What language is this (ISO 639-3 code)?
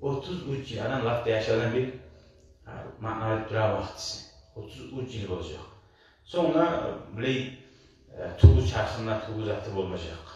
kum